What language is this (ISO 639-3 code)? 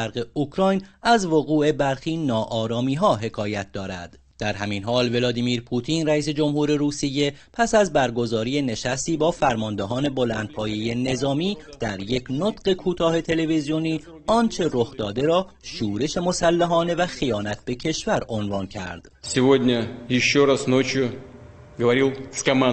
tgk